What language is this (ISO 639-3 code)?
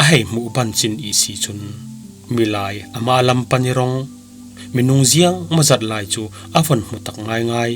cfm